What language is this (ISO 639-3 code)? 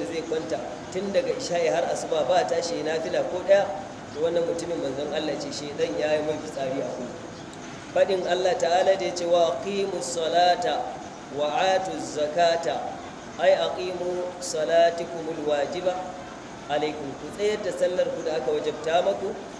hau